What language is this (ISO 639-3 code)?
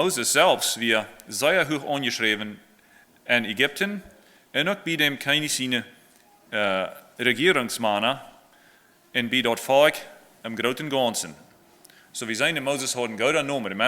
pdt